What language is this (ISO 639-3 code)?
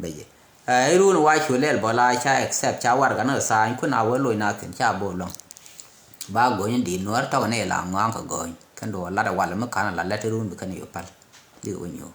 nus